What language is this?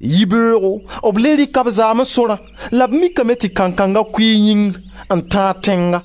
Mossi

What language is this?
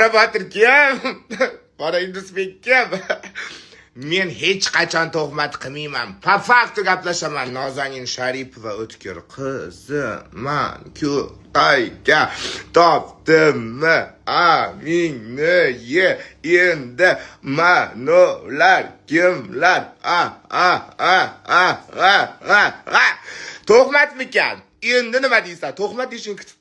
Uzbek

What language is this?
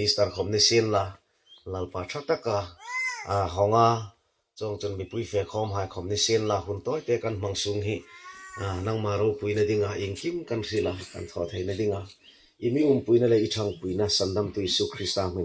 Hmar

